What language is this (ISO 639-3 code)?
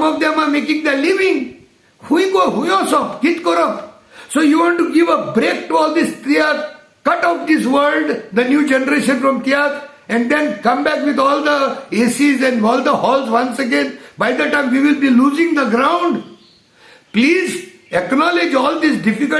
kok